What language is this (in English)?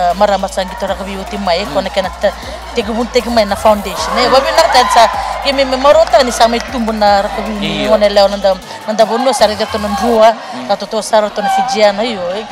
Fijian